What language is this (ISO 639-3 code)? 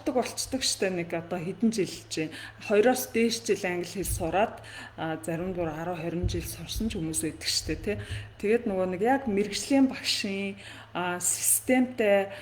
mon